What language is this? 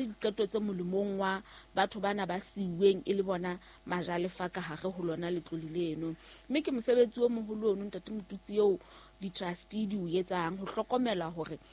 Southern Sotho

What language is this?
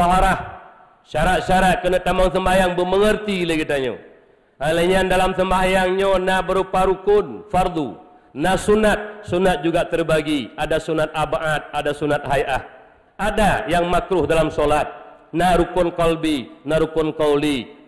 Achinese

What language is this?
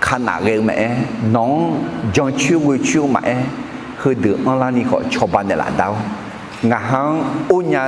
Akha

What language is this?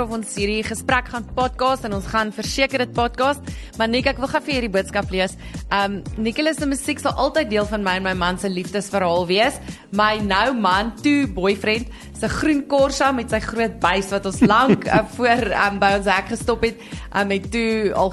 Afrikaans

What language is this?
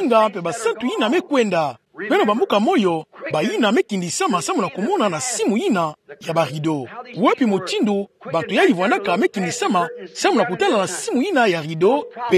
Kituba (Democratic Republic of Congo)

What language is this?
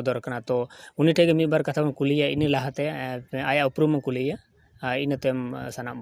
Santali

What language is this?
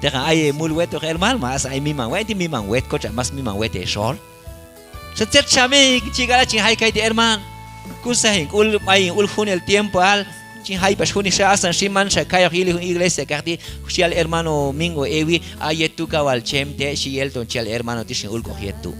Q'anjob'al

